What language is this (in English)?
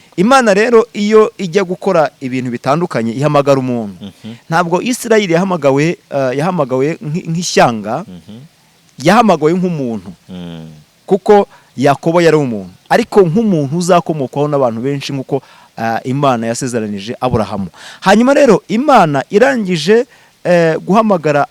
Kinyarwanda